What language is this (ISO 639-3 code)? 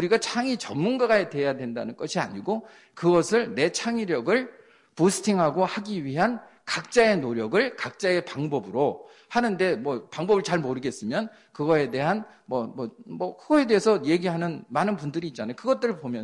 kor